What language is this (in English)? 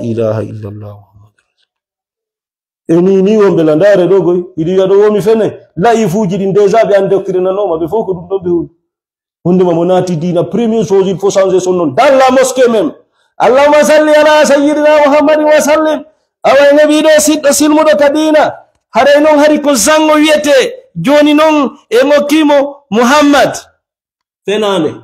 Fula